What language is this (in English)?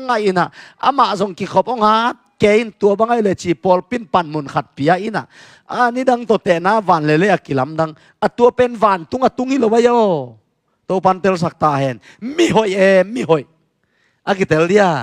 Tedim Chin